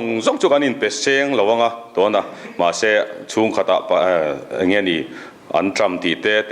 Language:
Mizo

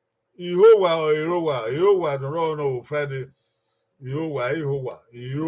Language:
Bini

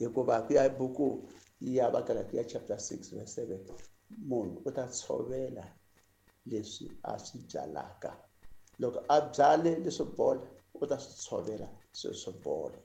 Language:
Tsonga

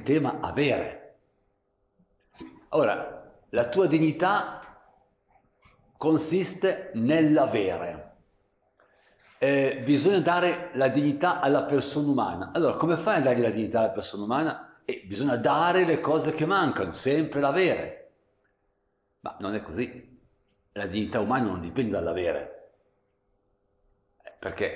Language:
Italian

